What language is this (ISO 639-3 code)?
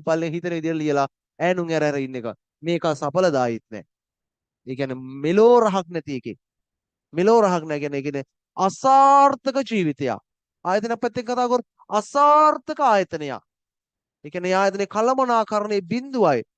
sin